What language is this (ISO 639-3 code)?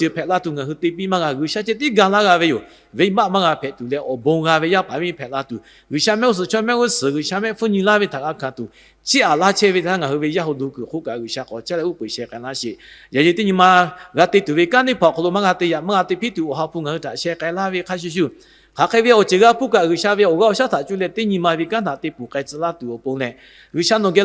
lhu